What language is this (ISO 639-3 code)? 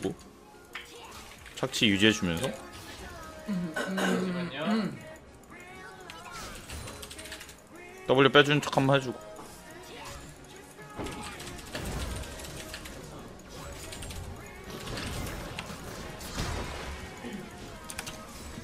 kor